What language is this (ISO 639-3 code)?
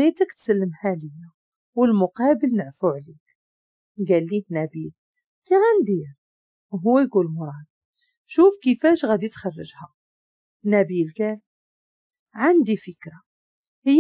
ary